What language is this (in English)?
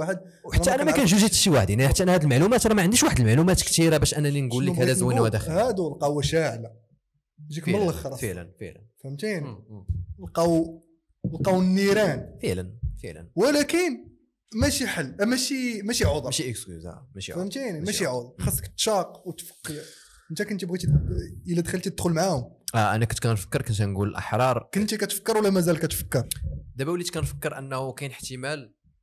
Moroccan Arabic